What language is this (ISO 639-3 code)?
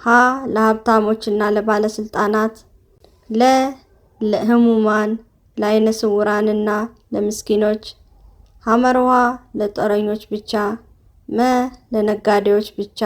amh